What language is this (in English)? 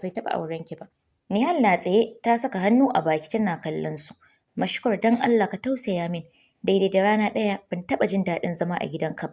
Hausa